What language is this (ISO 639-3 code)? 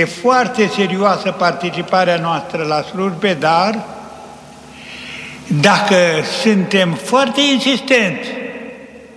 ron